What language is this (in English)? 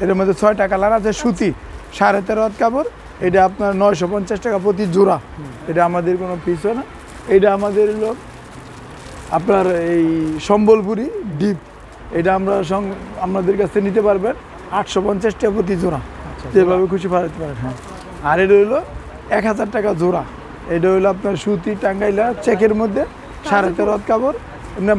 Bangla